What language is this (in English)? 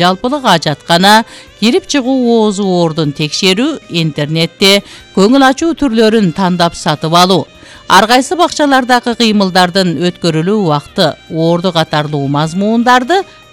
Kyrgyz